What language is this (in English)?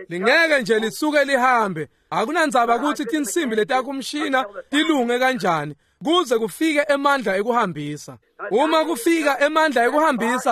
Swati